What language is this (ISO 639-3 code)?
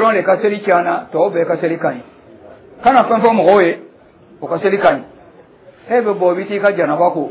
dyu